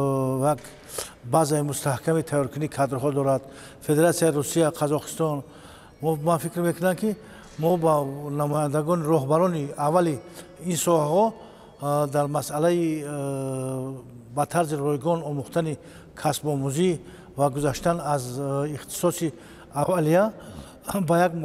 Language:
Tajik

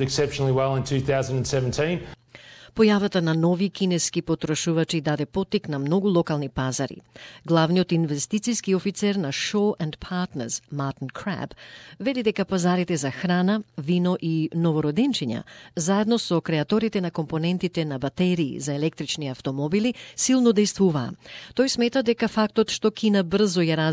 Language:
Macedonian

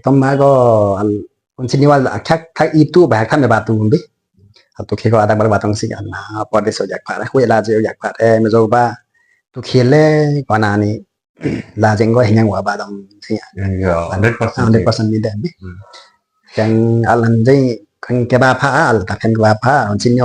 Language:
Limbu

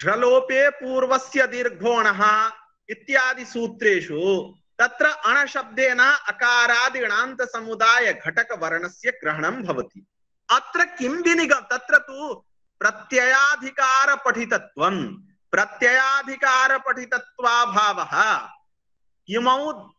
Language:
Sanskrit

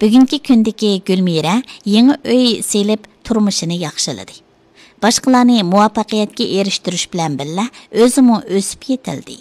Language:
Uyghur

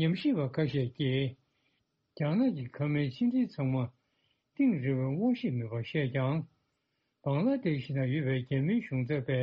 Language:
Tibetan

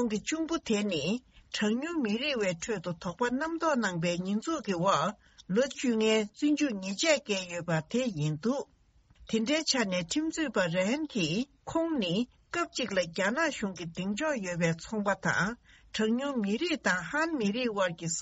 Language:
Tibetan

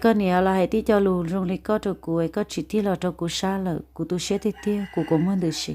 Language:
Hmong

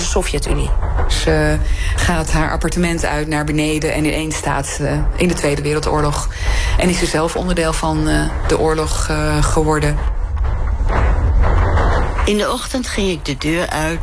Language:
Dutch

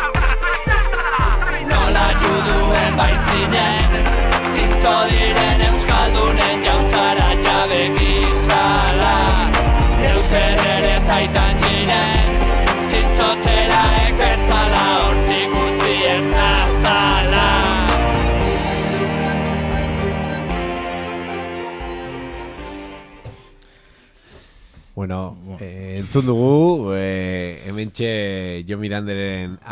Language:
Basque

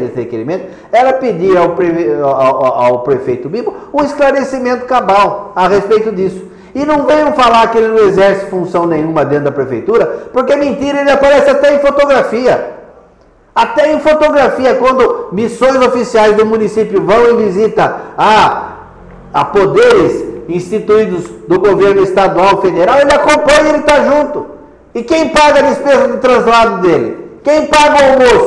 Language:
Portuguese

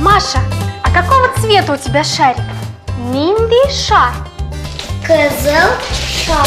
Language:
Tatar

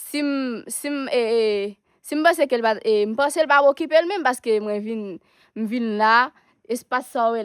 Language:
Haitian Creole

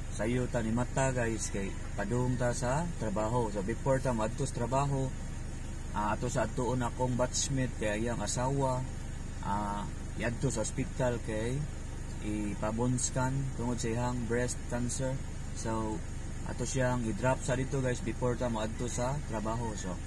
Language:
Cebuano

